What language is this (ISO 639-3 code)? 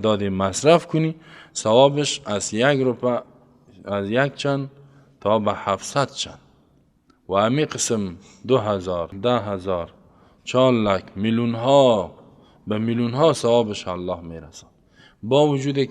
fas